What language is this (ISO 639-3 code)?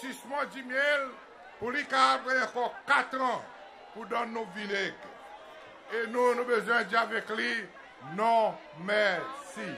crs